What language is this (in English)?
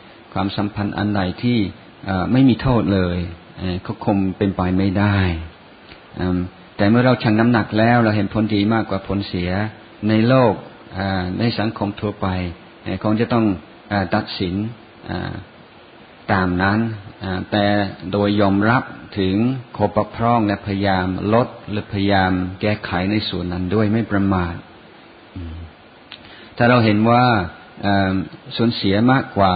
Thai